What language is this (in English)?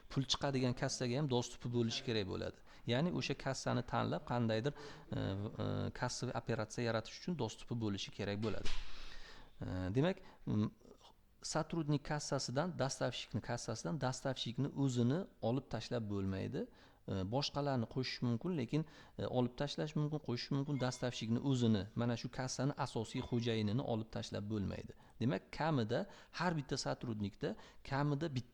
Uzbek